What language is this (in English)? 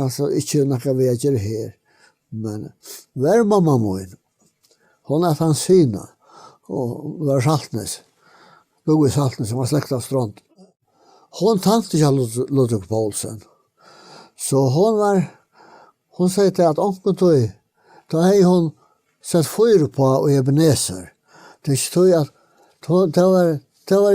Faroese